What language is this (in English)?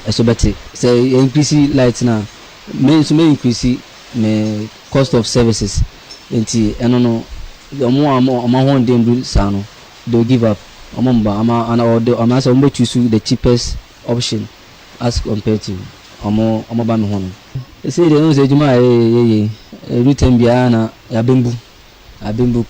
Akan